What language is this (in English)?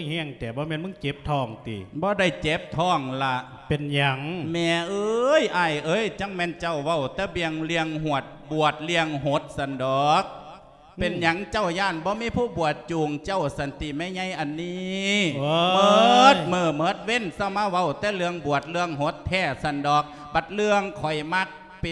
Lao